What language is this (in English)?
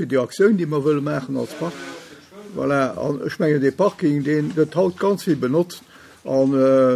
Luxembourgish